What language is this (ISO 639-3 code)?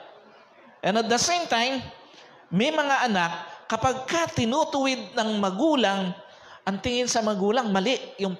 fil